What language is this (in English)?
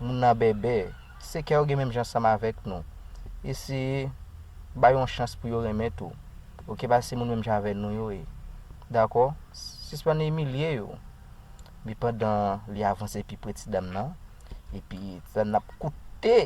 Haitian Creole